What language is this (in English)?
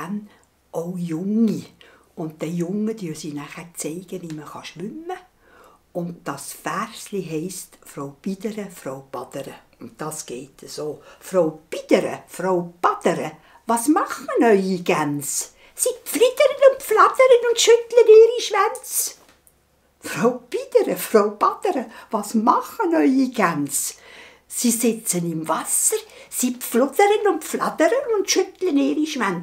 Swiss German